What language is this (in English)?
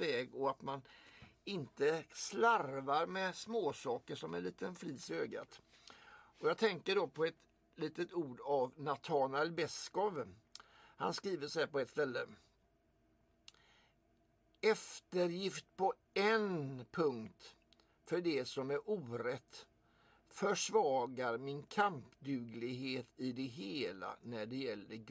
Swedish